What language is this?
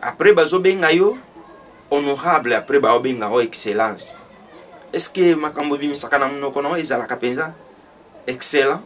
Lingala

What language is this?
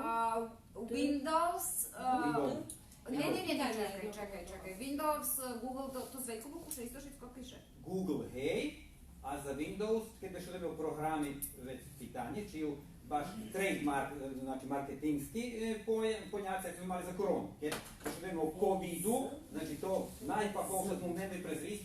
Rusyn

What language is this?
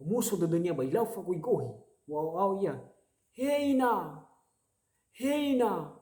Nias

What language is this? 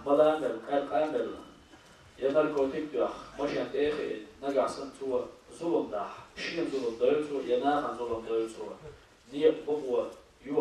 Chechen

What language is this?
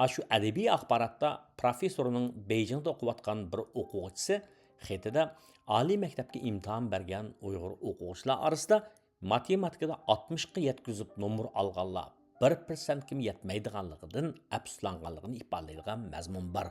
Uyghur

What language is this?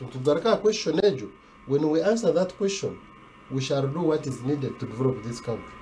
Nyankole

